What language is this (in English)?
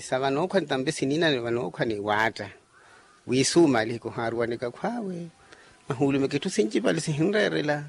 Makhuwa